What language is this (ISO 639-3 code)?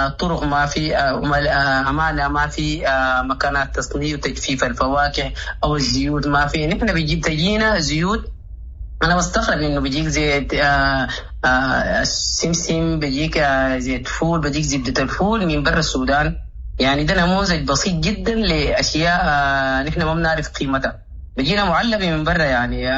apd